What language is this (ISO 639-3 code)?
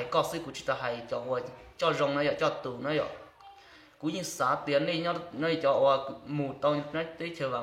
hmn